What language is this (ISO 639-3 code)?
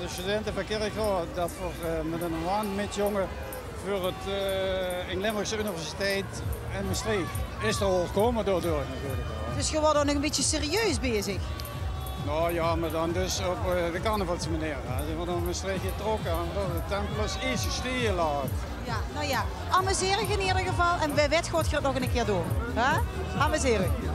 lim